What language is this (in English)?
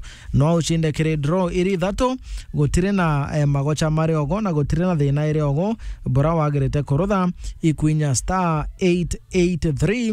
Meru